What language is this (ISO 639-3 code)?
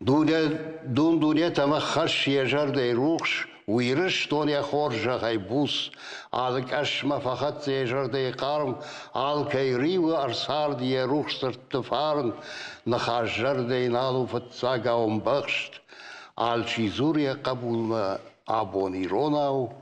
oss